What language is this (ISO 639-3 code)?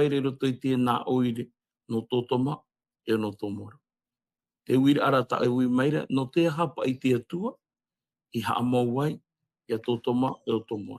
tah